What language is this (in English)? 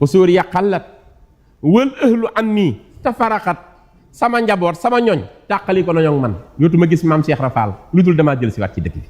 Wolof